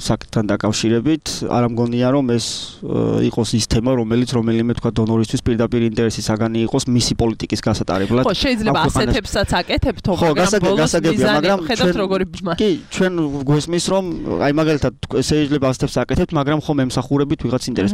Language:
Georgian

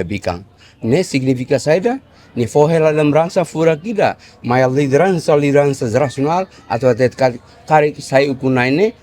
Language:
Tetum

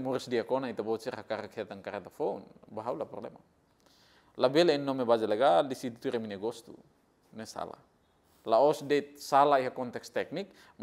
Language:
Tetum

